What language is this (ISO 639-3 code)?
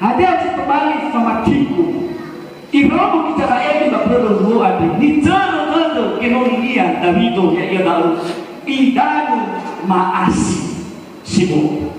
nia